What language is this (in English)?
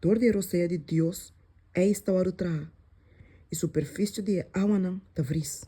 Papiamento